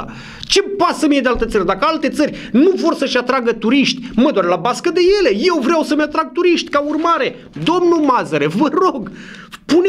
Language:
Romanian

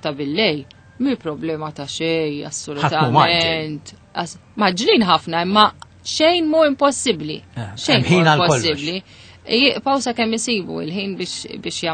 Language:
Maltese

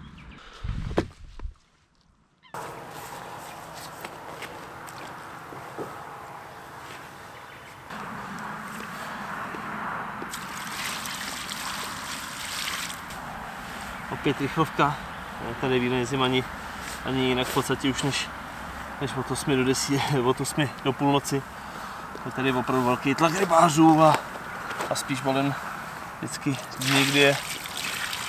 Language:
Czech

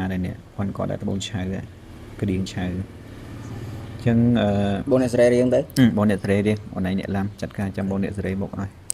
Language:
Khmer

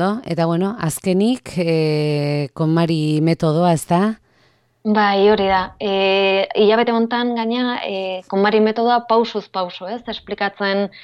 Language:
Basque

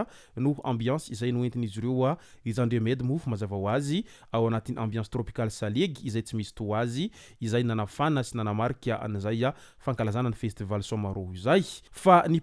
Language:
Malagasy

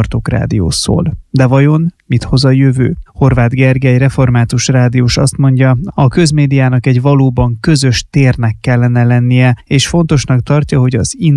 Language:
Hungarian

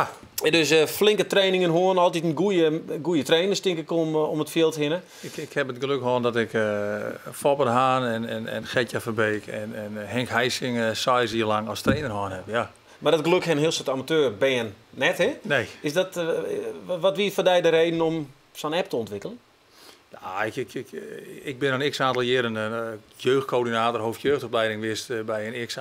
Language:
Western Frisian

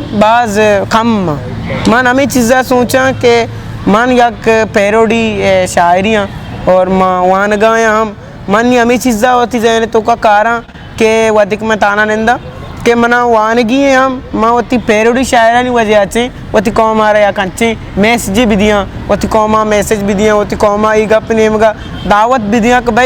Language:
Eastern Balochi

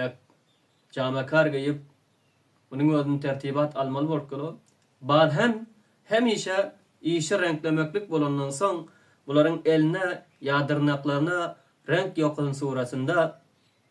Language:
Turkmen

